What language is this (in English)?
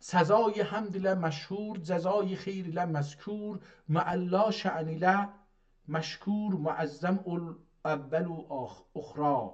South Azerbaijani